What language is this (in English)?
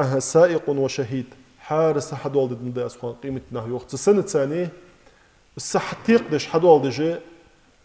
Ingush